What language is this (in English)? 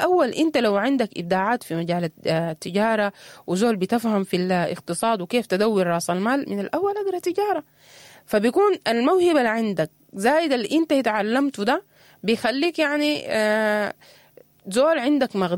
Sudanese Arabic